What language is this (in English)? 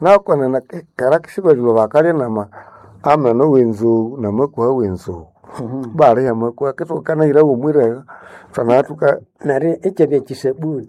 Nande